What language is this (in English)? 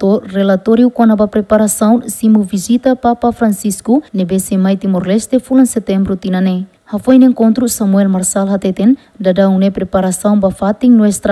Tetum